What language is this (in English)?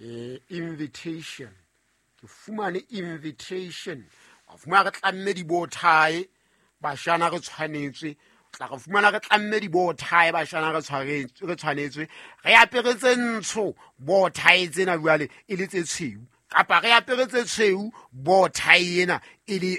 Southern Sotho